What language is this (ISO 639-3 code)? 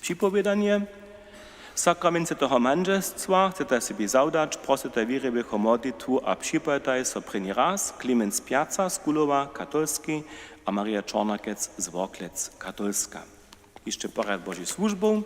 hsb